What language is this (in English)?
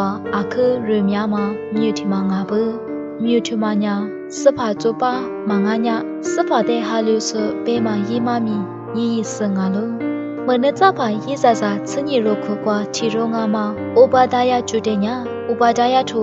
Lisu